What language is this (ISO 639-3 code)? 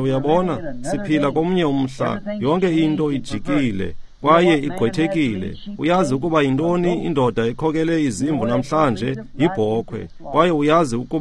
xho